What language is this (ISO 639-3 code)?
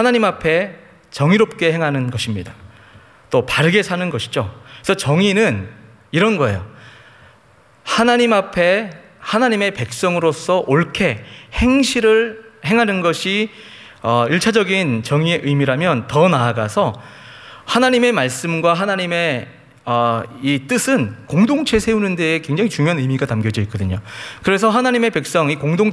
kor